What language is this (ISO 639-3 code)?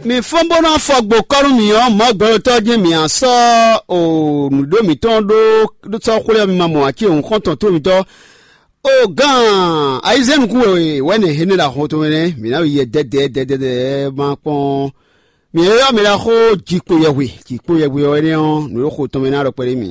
fon